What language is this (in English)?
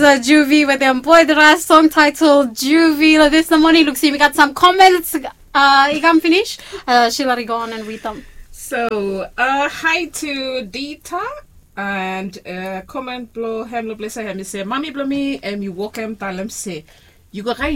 Bislama